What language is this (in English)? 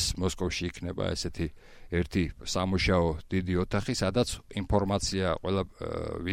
Georgian